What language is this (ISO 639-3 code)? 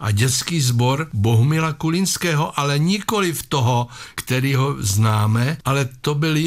ces